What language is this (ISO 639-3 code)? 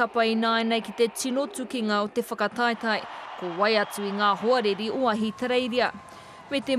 mri